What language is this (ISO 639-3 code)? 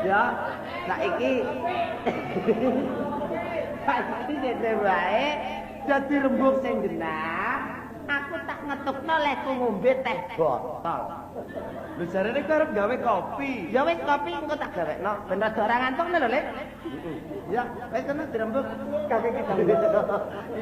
jav